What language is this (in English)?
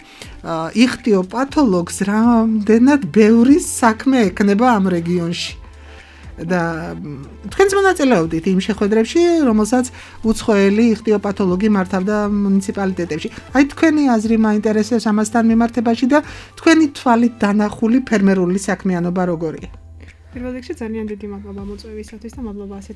Georgian